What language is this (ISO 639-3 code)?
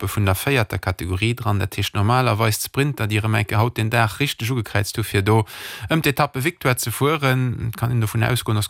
ltz